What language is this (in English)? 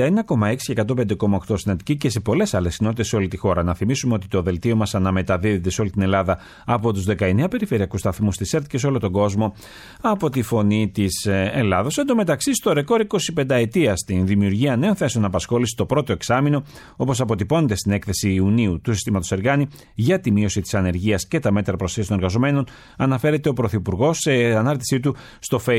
Greek